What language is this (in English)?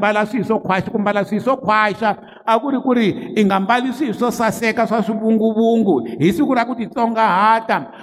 Tsonga